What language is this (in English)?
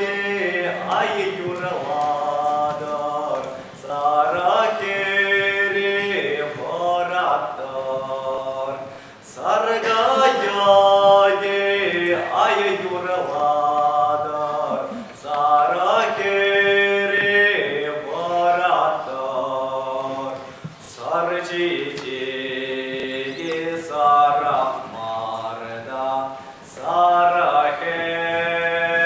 Chuvash